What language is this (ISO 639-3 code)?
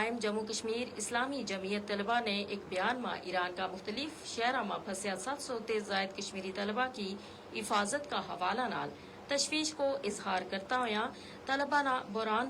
gju